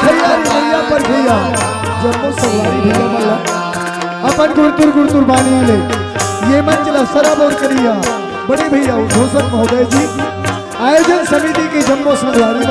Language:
Chhattisgarhi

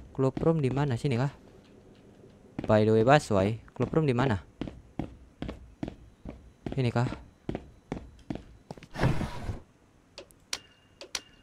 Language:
Indonesian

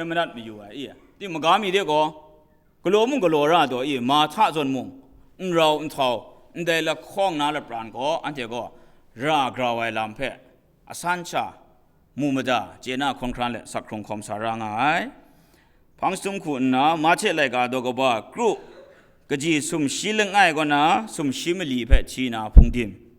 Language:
Kachin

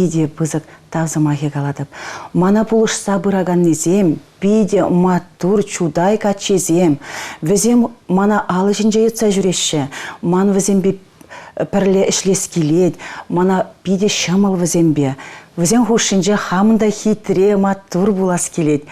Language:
Chuvash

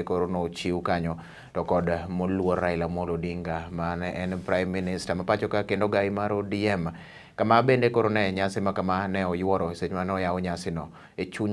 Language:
Luo (Kenya and Tanzania)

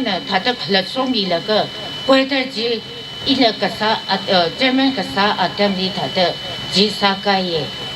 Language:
Tangkhul Naga (India)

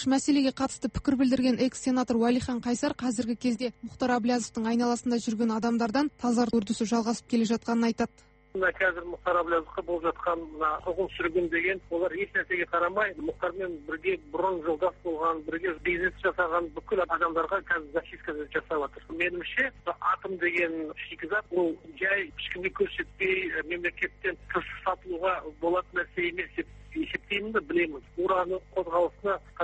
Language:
Kazakh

